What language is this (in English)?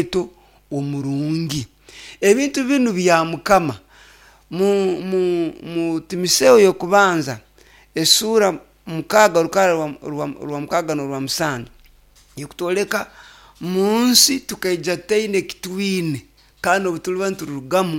Nyoro